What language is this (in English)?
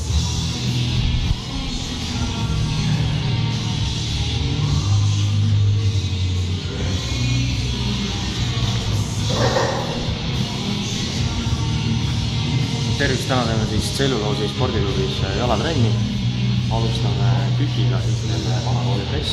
Estonian